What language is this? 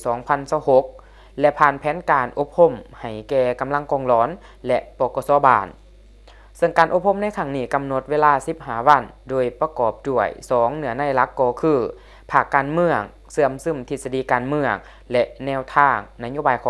Lao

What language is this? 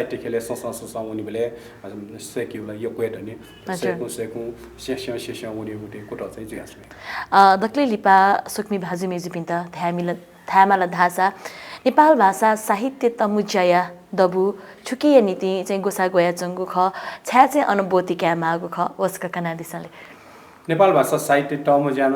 Newari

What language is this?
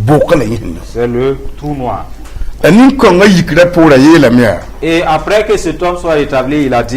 Mossi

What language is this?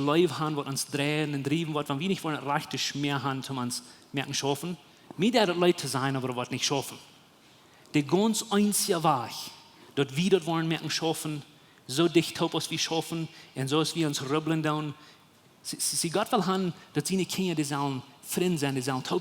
Plautdietsch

